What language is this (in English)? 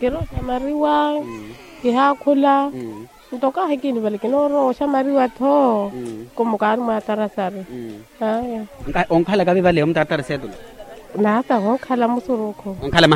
Makhuwa